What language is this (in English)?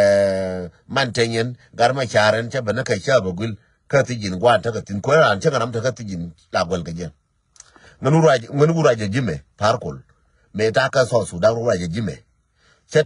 Nuer